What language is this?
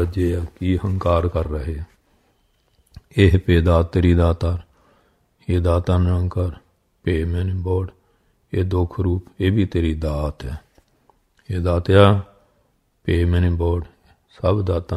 Punjabi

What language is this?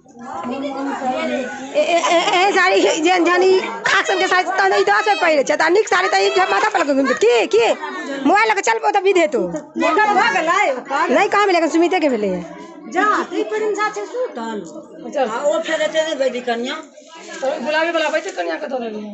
Maithili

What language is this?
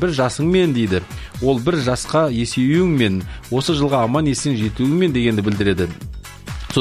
Kazakh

